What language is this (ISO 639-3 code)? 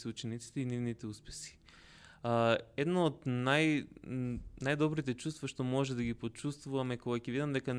mkd